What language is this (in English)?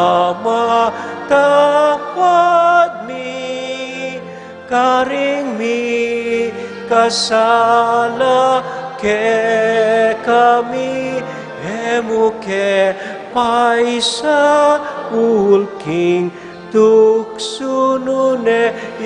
Pampanga